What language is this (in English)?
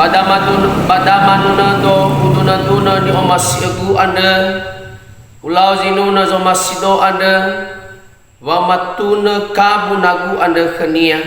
Nias